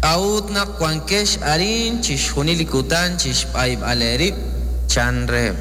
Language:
Kekchí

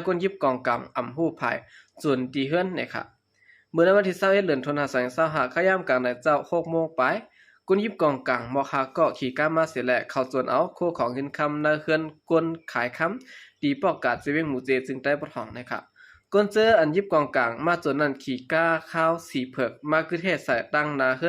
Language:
Shan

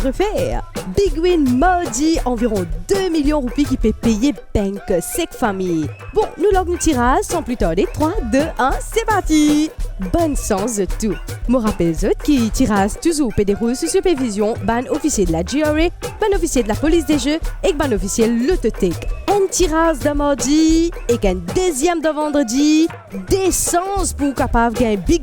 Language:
Morisyen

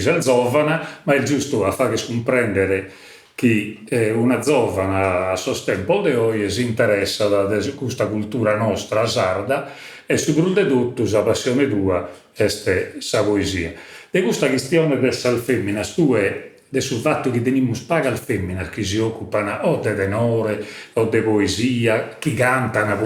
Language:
Sardinian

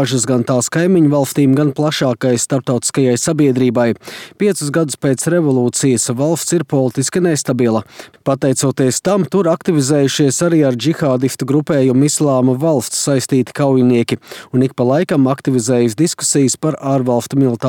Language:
Latvian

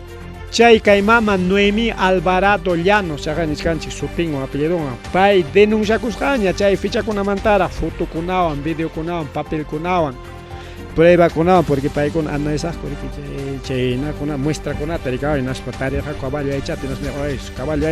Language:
Ayacucho Quechua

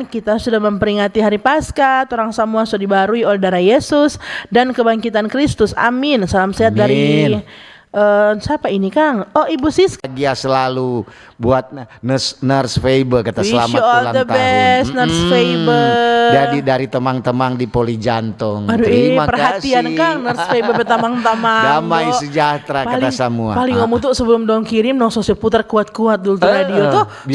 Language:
Manado Malay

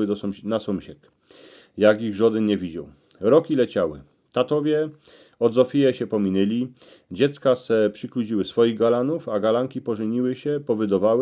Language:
Silesian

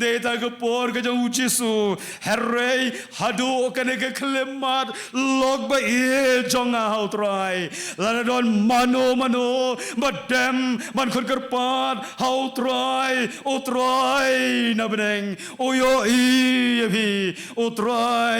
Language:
Khasi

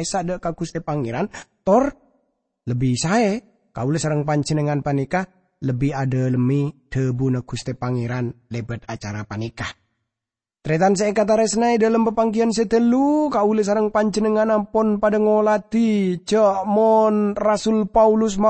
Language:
Madurese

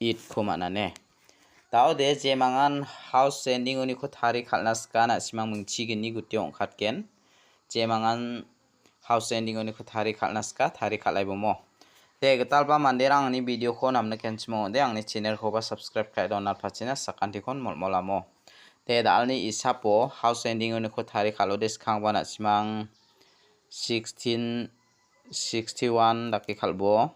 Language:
Garo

